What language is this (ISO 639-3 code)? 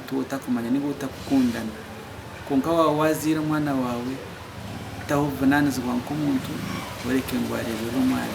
nyn